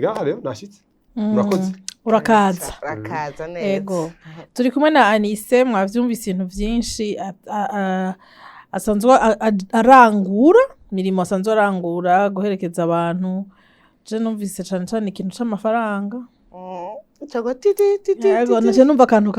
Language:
Rundi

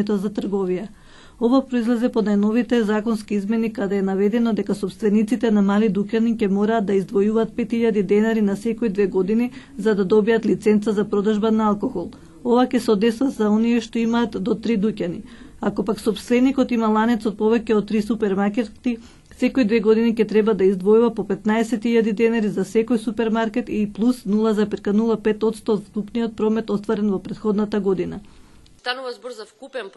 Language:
Macedonian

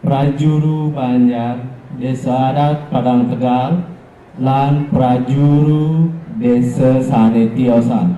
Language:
Balinese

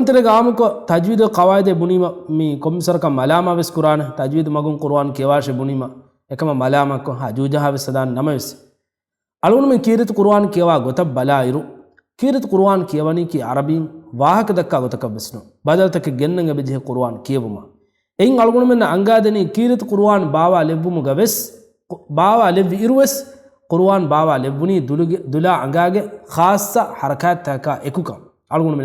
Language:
Divehi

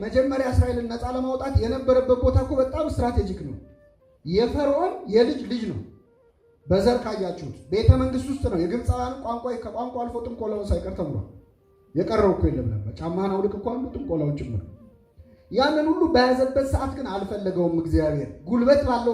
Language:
Amharic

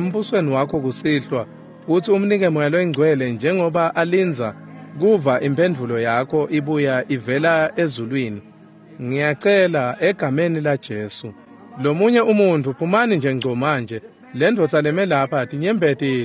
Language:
Swati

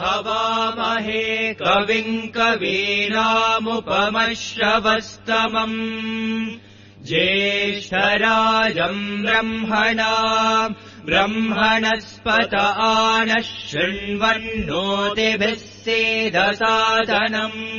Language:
Sanskrit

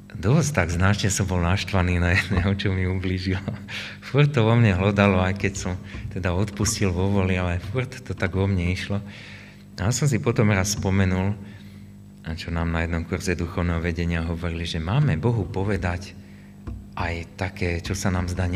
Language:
Slovak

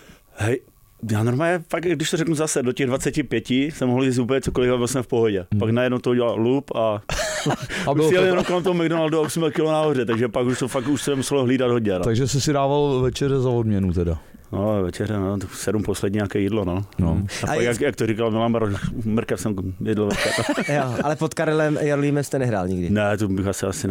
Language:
Czech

